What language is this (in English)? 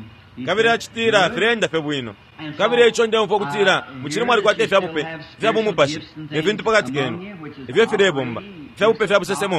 Bemba